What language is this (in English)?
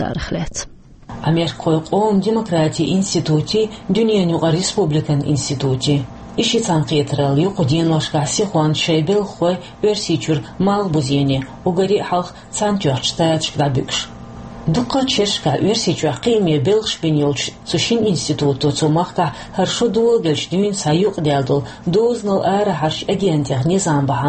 Chechen